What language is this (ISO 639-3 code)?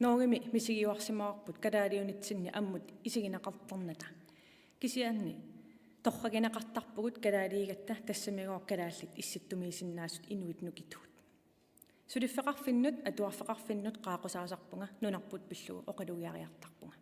kal